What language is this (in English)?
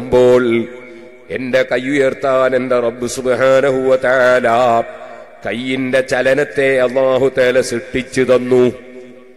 Malayalam